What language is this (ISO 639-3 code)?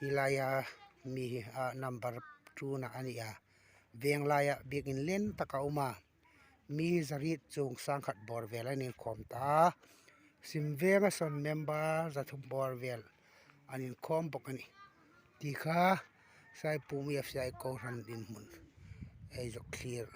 hmr